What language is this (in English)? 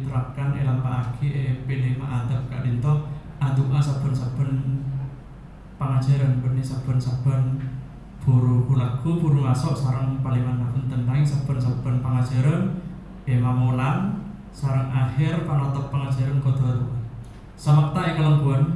Madurese